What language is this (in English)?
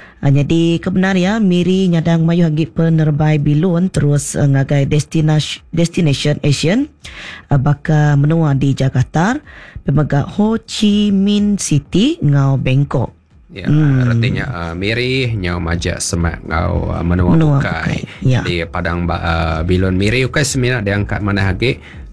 Iban